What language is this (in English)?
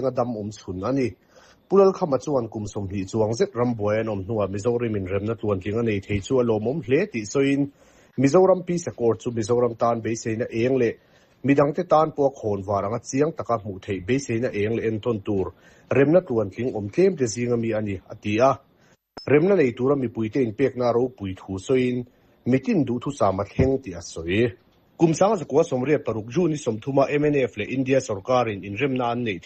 Mizo